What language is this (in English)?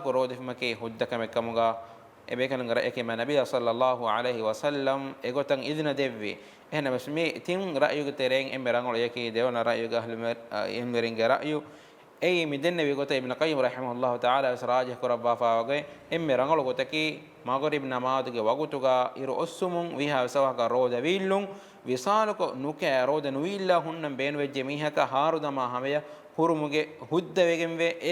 Divehi